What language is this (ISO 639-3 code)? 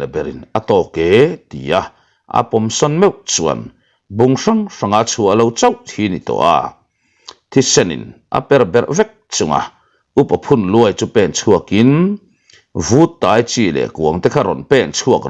lus